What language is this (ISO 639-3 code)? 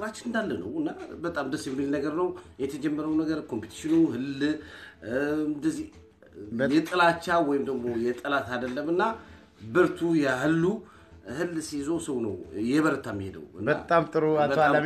amh